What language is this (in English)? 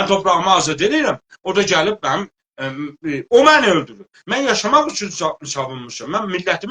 South Azerbaijani